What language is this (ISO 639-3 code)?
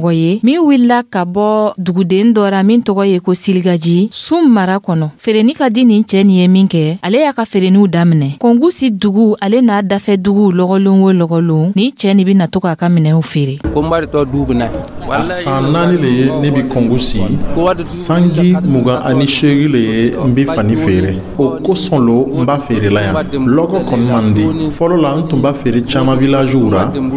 dyu